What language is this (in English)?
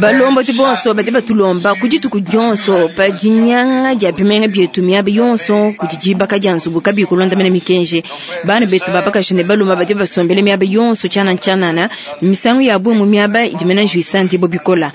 Luba-Lulua